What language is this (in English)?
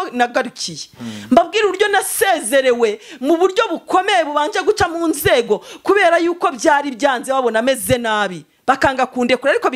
Kinyarwanda